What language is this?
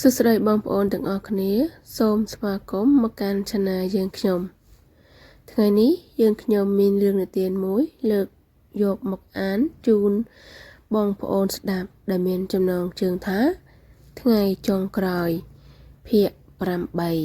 Khmer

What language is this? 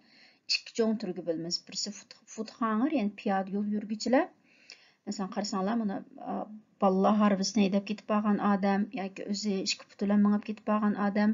Uyghur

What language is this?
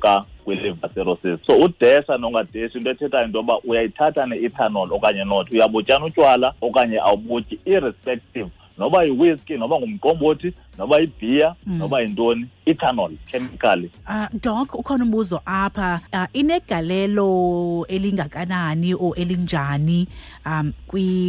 Xhosa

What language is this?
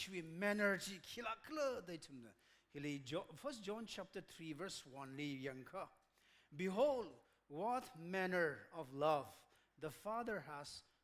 Tangkhul Naga (India)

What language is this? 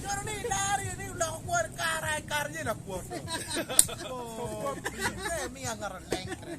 Acoli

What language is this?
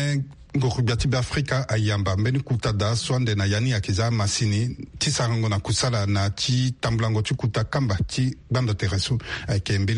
Sango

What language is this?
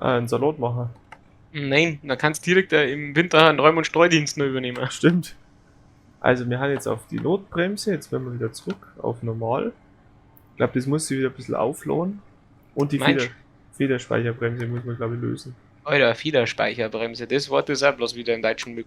Bavarian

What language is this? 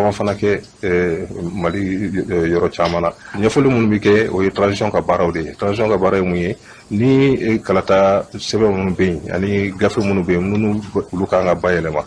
Bambara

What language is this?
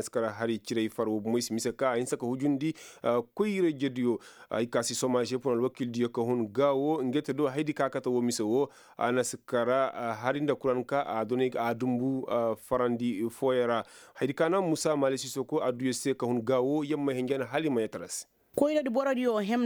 Koyraboro Senni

